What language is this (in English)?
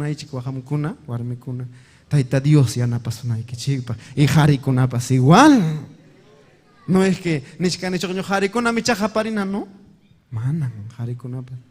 Ayacucho Quechua